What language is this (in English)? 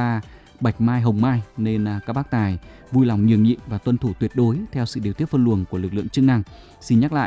Vietnamese